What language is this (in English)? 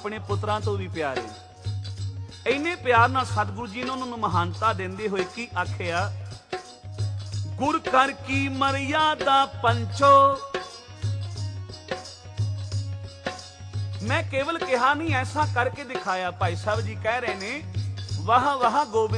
Punjabi